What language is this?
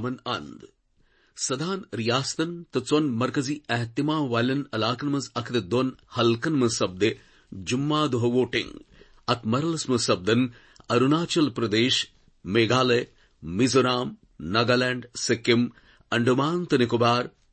Kashmiri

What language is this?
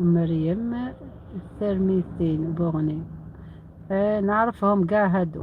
Algerian Arabic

